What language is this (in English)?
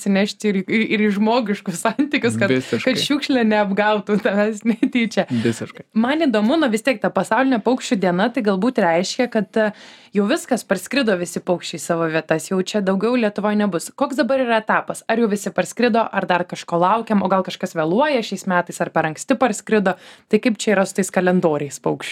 Lithuanian